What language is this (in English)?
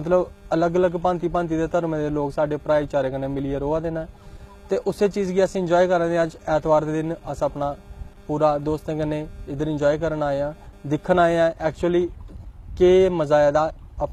Dogri